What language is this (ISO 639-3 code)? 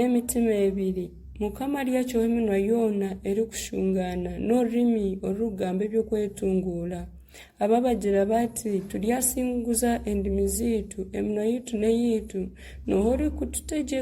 nyn